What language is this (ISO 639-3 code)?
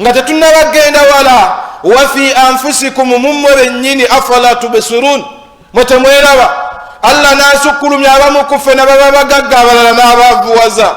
lug